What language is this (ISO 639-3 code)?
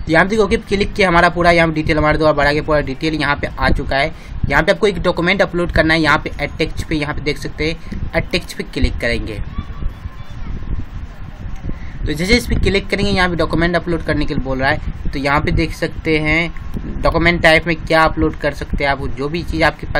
hin